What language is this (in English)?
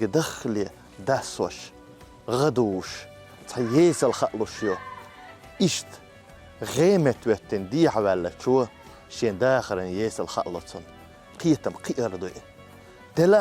Chechen